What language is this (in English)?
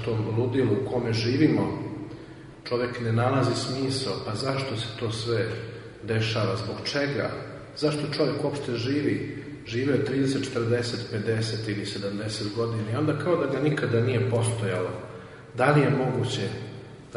Serbian